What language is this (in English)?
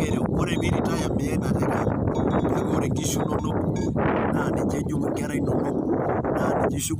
Masai